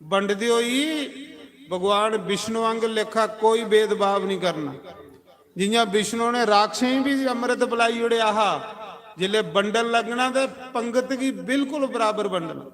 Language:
Dogri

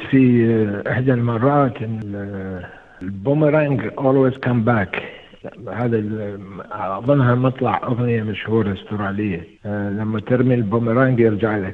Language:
Arabic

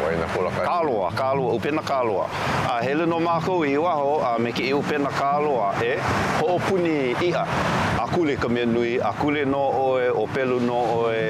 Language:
Hawaiian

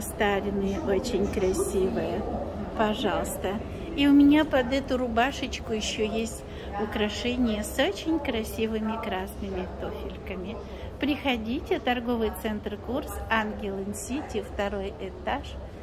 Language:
Russian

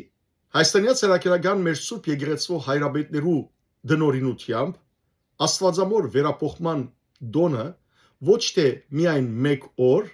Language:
Western Armenian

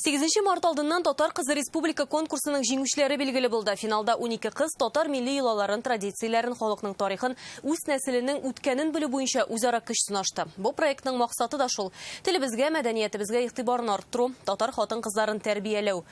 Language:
Tatar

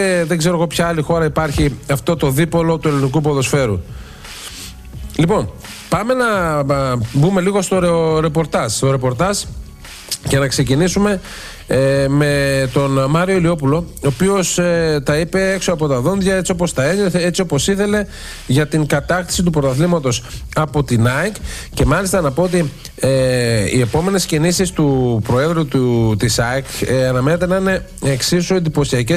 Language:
Greek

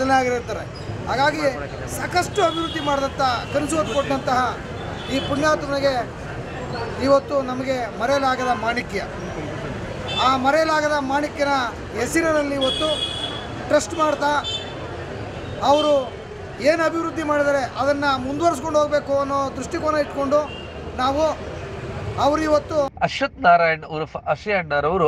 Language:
Kannada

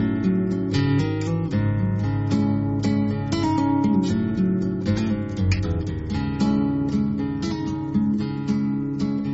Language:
Basque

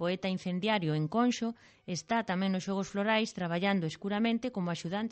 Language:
Galician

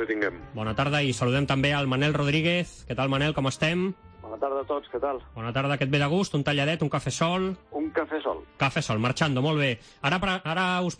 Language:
Catalan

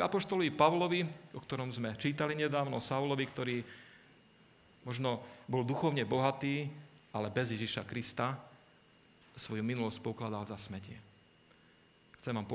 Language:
Slovak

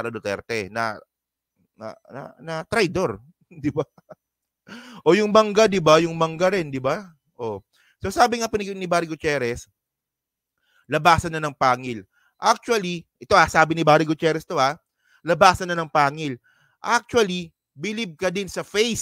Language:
Filipino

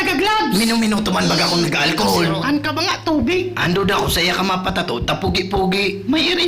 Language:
Bikol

